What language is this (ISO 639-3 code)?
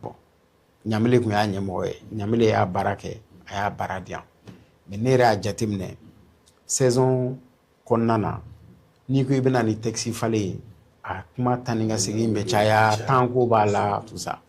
bam